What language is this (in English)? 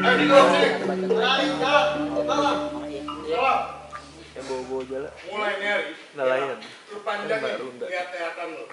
Betawi